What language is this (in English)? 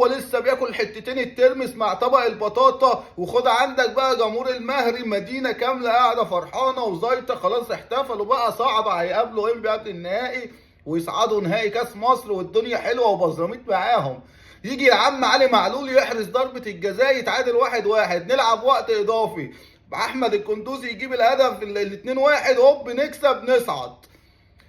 Egyptian Arabic